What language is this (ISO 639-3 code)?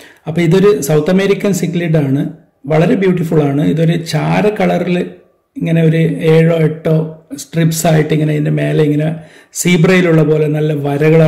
mal